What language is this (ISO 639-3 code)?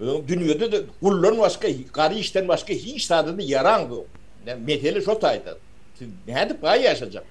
tuk